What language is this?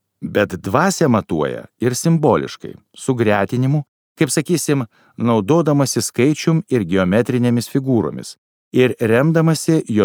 Lithuanian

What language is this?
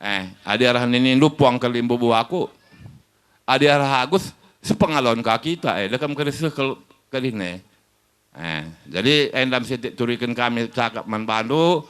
Batak Karo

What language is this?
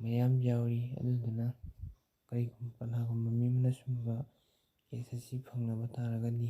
Manipuri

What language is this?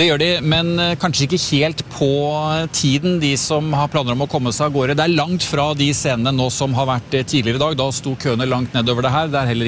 Norwegian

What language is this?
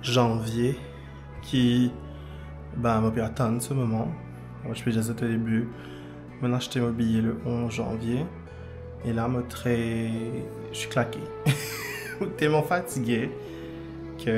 Morisyen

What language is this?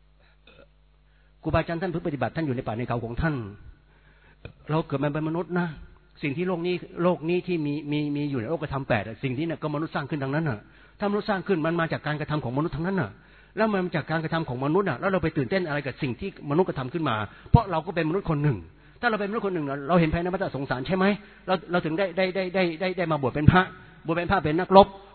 Thai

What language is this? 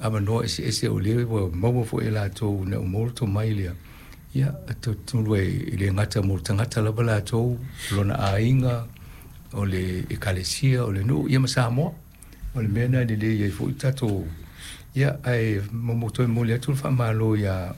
Samoan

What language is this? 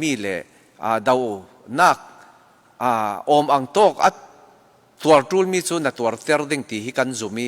Falam Chin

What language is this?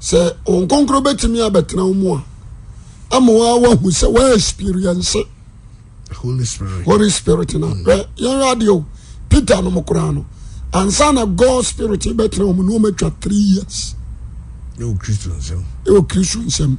Akan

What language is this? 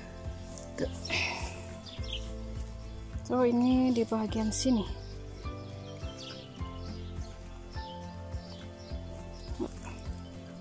Malay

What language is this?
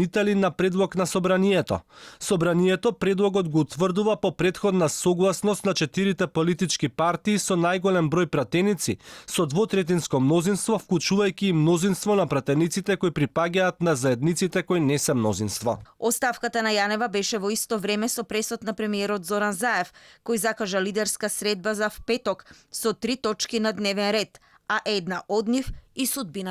Macedonian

